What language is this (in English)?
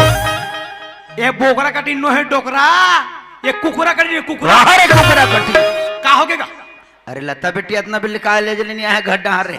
Chhattisgarhi